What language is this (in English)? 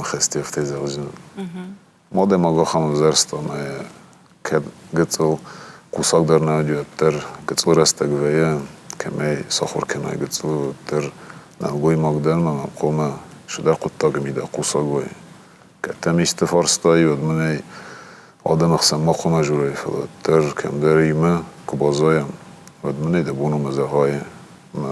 Ossetic